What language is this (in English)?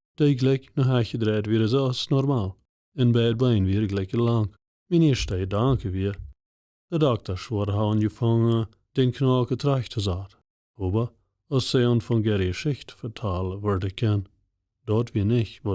Plautdietsch